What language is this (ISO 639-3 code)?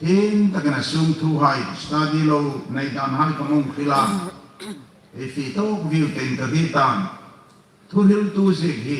hmr